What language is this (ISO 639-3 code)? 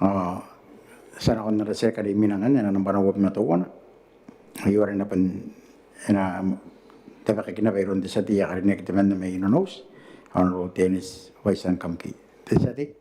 gil